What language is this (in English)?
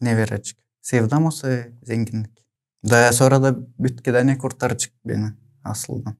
Gagauz